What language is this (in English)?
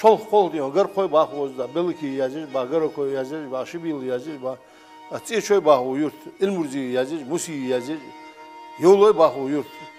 Ingush